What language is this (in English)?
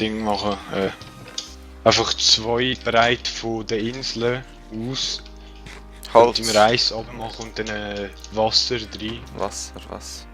Swiss German